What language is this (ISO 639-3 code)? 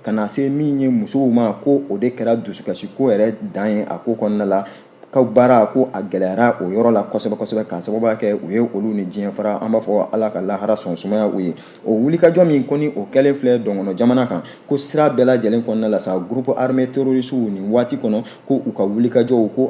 bam